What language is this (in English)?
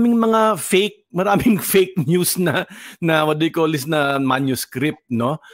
Filipino